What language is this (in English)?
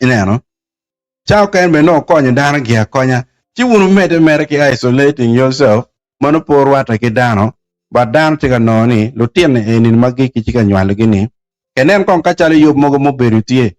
Acoli